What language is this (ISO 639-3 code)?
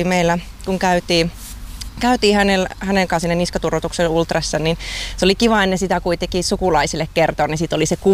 fin